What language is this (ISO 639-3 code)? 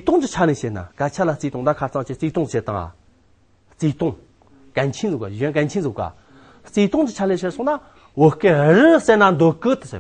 adx